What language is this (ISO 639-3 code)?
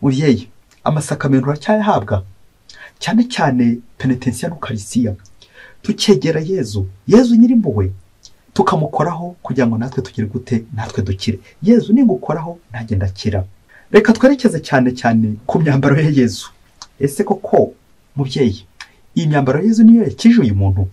kin